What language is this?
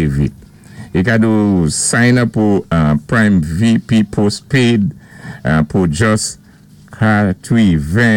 Saint Lucian Creole French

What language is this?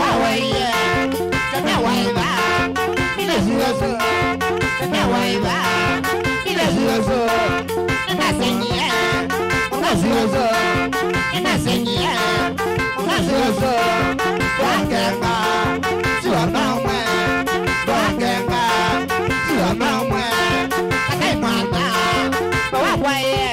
Kamba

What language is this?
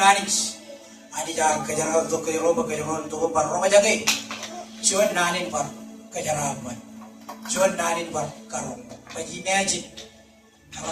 Marshallese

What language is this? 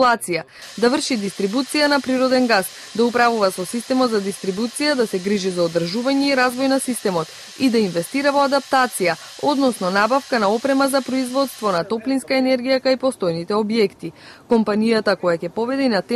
Macedonian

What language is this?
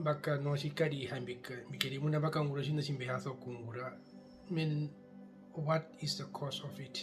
Herero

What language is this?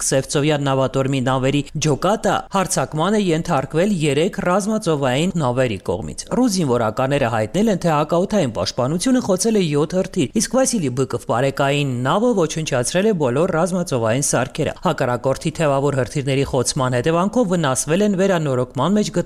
Armenian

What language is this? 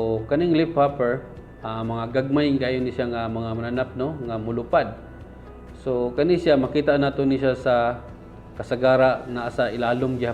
Cebuano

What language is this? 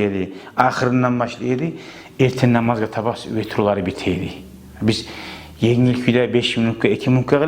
Kumyk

